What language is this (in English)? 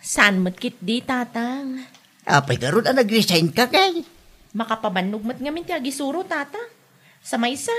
Iloko